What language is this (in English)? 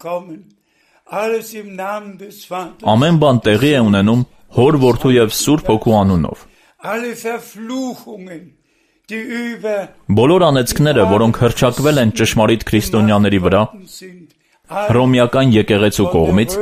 Armenian